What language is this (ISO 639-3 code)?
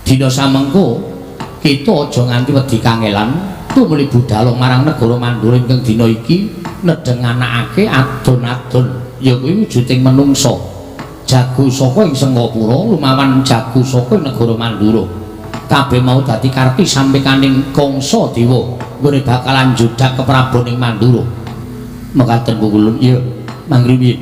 jav